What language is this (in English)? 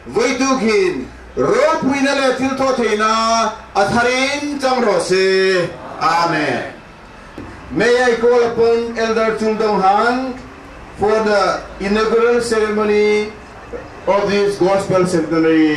Hmar